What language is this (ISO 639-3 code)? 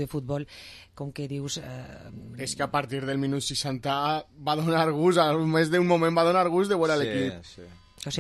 cat